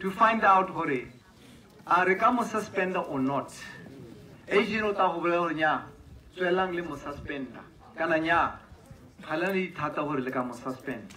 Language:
Tswana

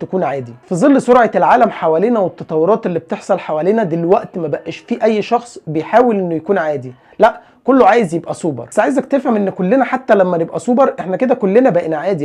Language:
Egyptian Arabic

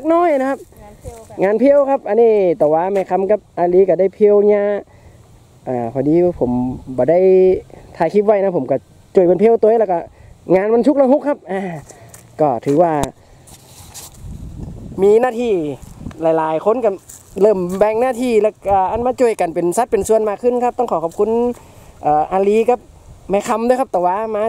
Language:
Thai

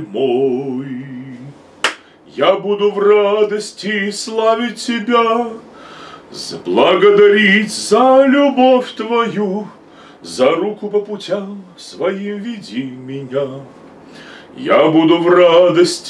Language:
Russian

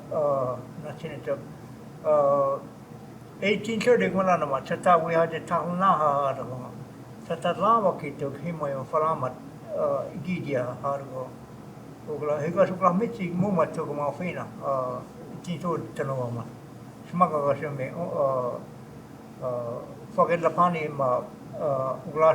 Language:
Choctaw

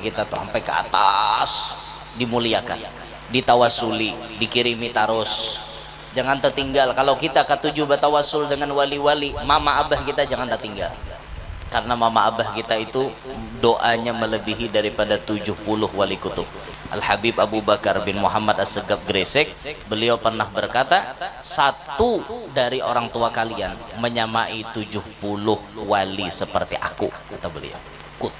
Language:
Banjar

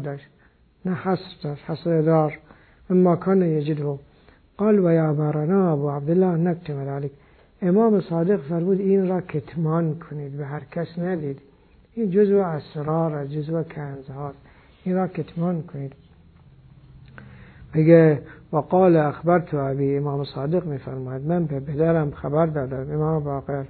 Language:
Persian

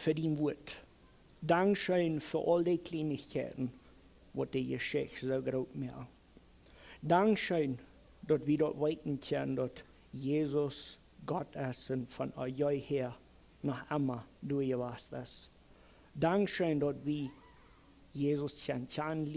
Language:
Plautdietsch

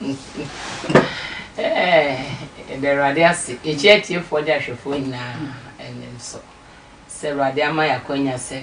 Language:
Akan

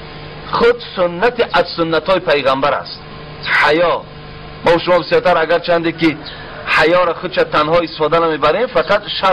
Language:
Tajik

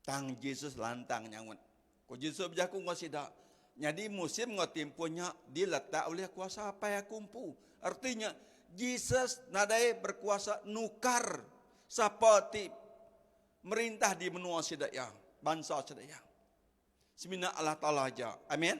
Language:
Iban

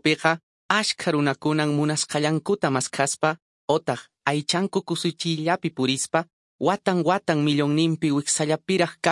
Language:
Quechua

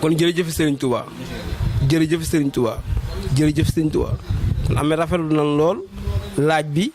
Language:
Wolof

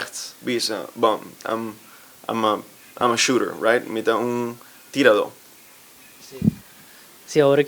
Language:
Papiamento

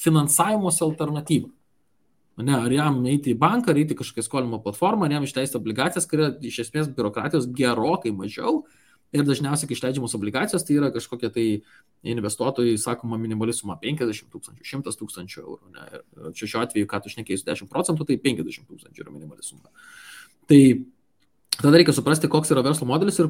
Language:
Lithuanian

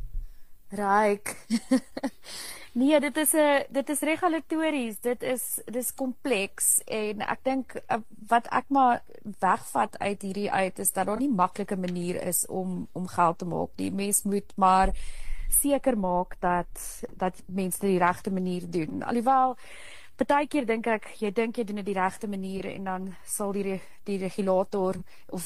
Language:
Afrikaans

